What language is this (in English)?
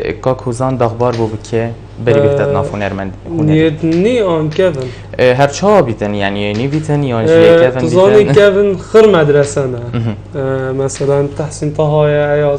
Kurdish